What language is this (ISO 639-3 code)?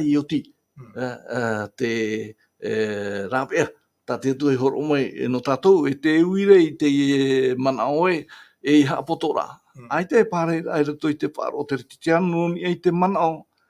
tah